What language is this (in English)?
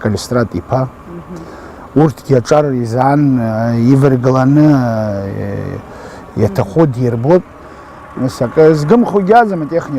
Abkhazian